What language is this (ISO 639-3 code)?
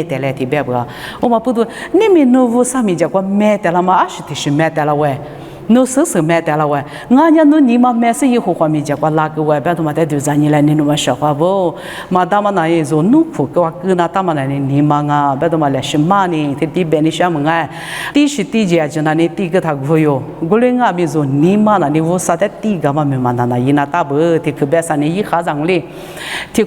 lis